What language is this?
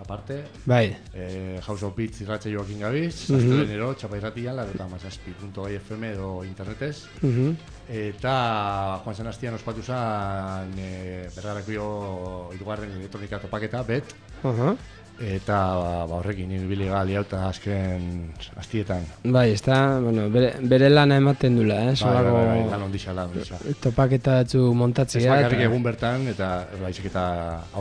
Basque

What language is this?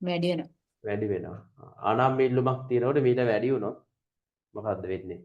Sinhala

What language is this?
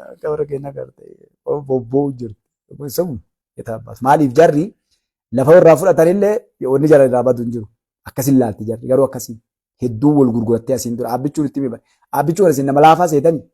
Oromo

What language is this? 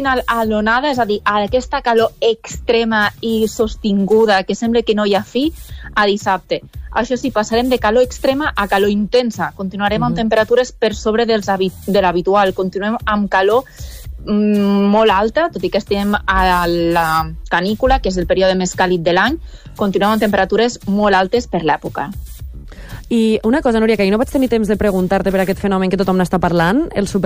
Catalan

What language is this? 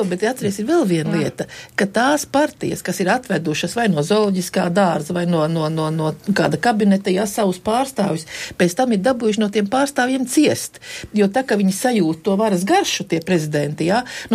Latvian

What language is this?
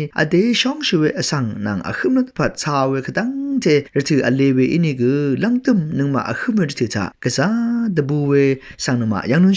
Rawang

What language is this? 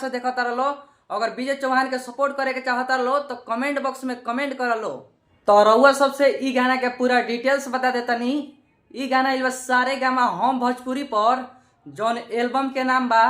Bhojpuri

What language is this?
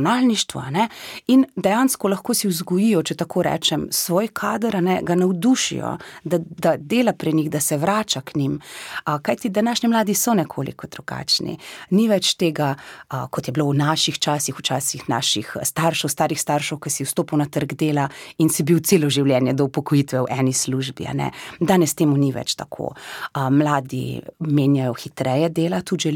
Slovenian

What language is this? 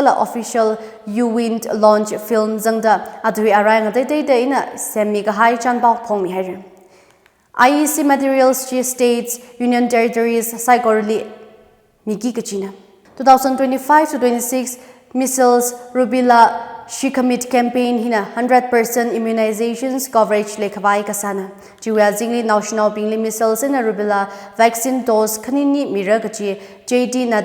Tangkhul Naga (India)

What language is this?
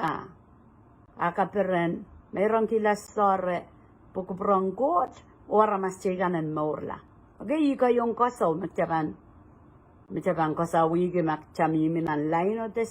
Pohnpeian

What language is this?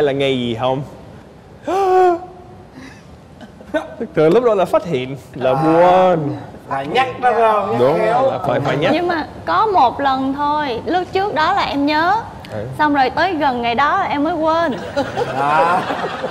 Vietnamese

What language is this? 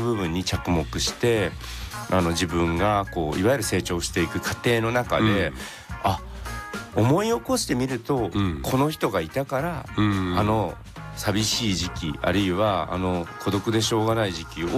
Japanese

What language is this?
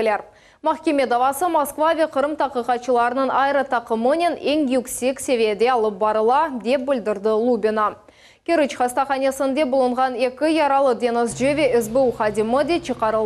Crimean Tatar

